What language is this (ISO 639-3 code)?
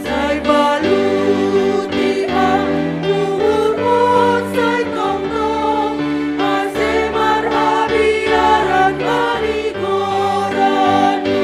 bts